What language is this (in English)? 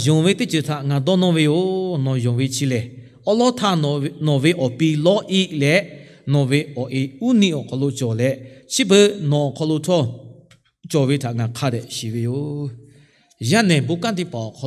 Lahu